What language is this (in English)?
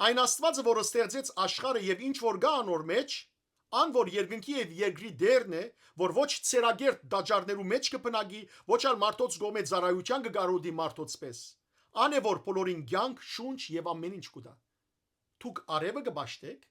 Western Armenian